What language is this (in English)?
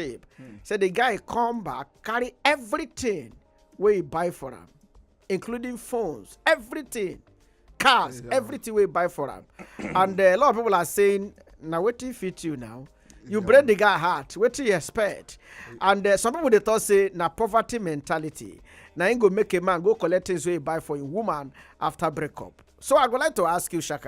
Nigerian Pidgin